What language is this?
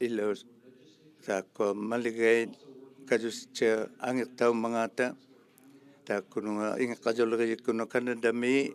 Inuktitut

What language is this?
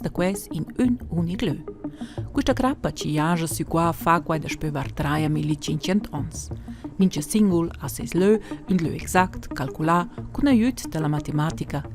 Romansh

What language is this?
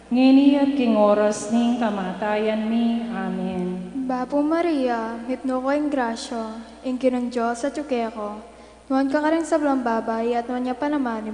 Pampanga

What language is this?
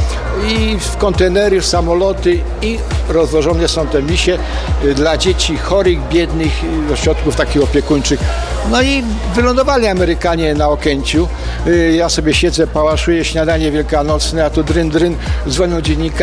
Polish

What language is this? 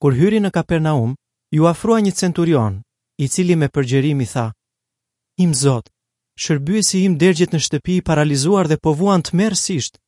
Albanian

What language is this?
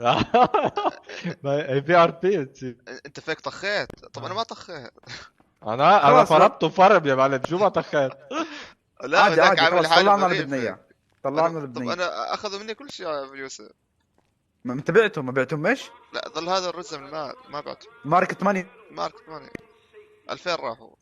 North Levantine Arabic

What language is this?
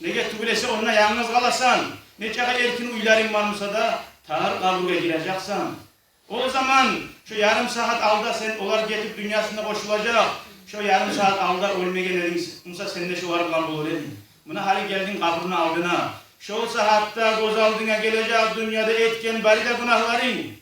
Kumyk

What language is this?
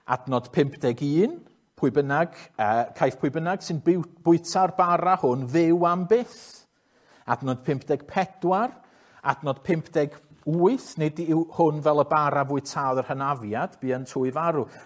Welsh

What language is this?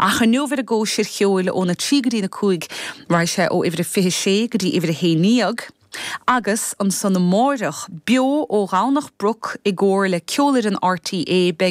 Irish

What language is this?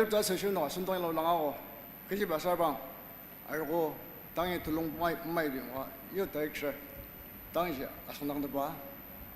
Ao Naga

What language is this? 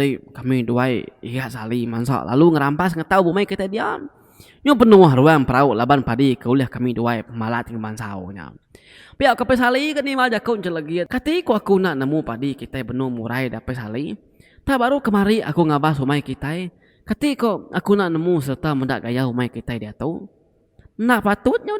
Iban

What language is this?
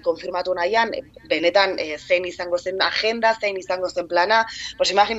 Basque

